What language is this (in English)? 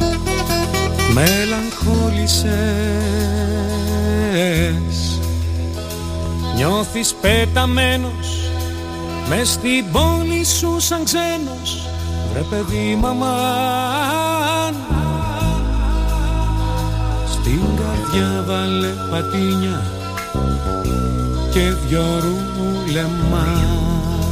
Greek